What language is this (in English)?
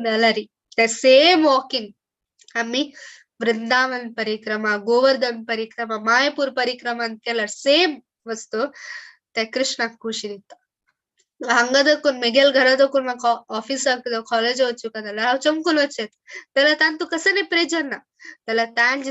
Konkani